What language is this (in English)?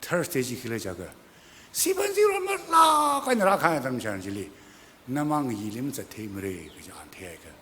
Tangkhul Naga (India)